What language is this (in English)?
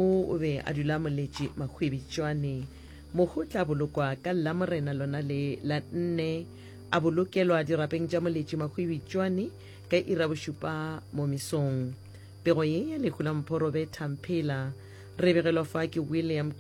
Northern Sotho